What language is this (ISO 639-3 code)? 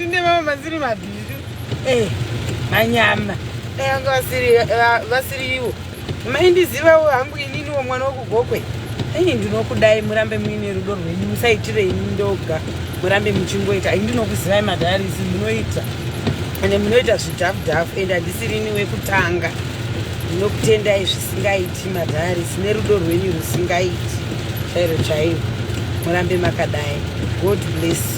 sna